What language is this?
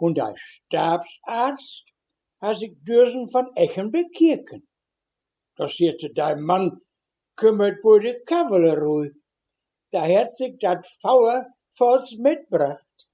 Westphalien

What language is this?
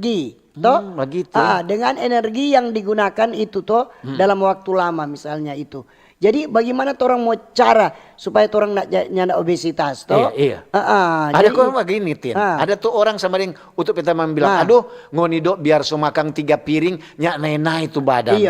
Manado Malay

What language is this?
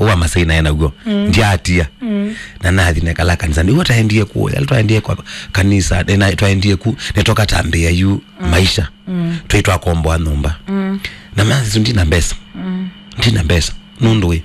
Kamba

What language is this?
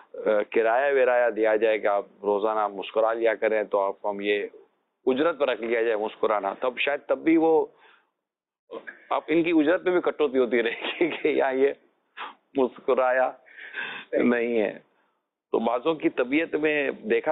Urdu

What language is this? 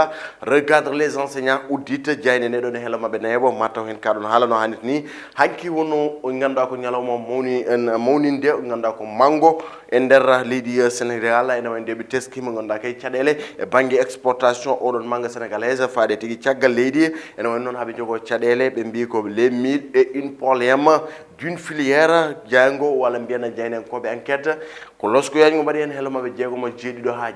Fula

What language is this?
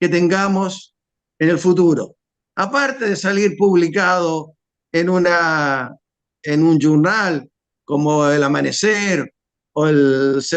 Ladino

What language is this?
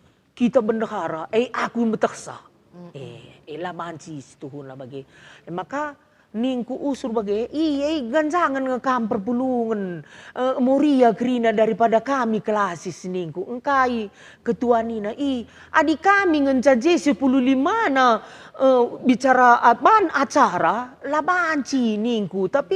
Batak Karo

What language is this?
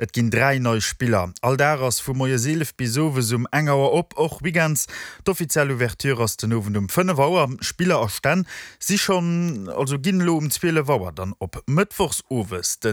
Luxembourgish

